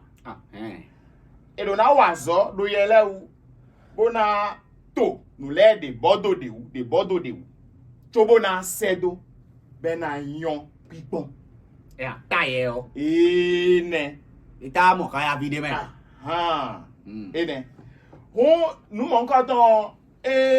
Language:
Fon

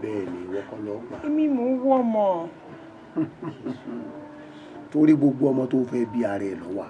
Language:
Yoruba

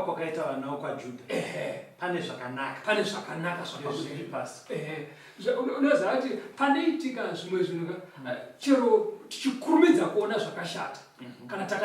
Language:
Shona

